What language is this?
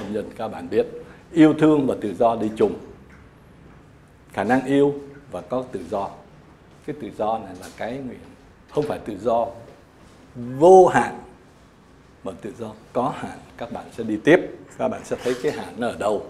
Vietnamese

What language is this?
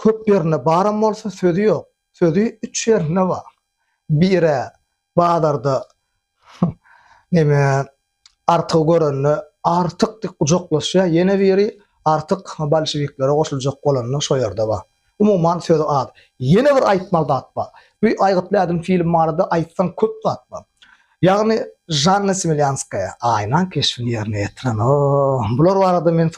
Turkmen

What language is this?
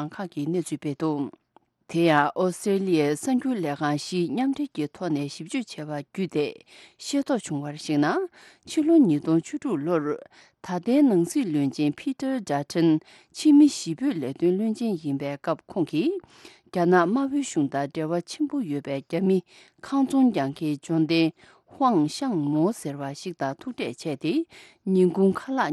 Tibetan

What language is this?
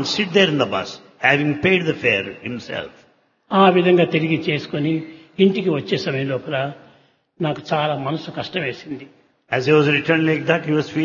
Telugu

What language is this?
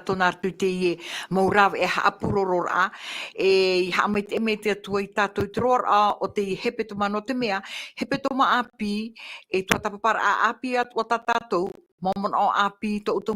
Tahitian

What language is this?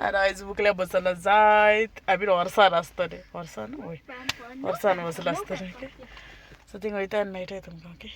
Konkani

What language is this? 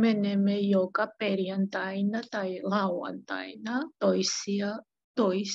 Finnish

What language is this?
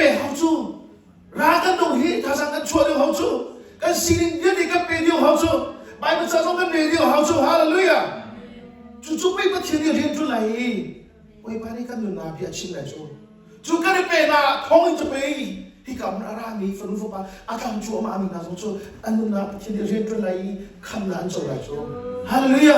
Hakha Chin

